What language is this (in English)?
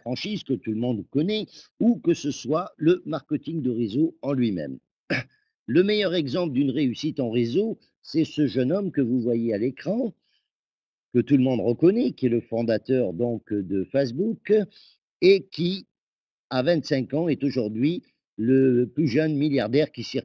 French